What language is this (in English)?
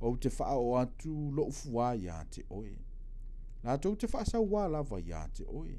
Samoan